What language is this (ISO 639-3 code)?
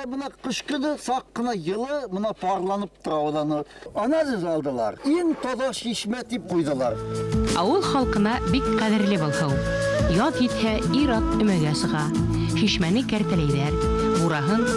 bak